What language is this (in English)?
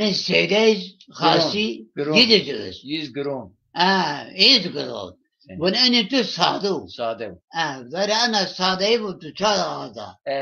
Zaza